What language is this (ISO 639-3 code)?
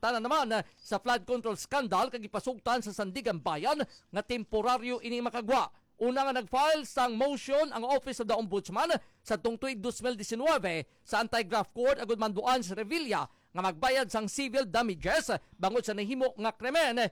hil